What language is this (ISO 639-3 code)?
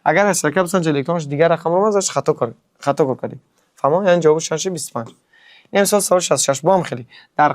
tgk